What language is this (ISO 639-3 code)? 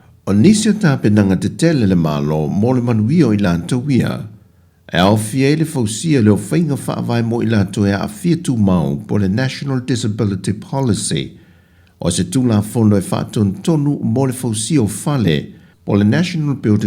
smo